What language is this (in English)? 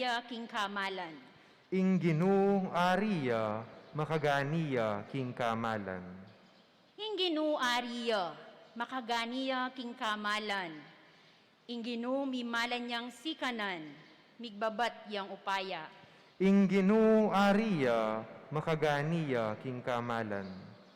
Pampanga